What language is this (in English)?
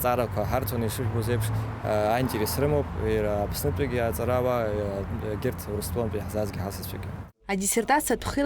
Abkhazian